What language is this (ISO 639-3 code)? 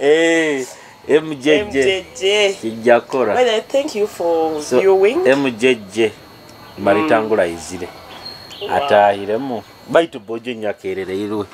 nyo